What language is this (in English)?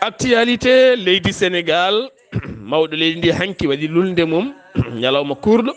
Fula